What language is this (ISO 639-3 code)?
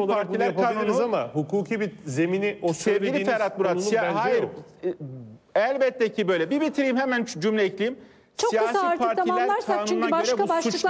tur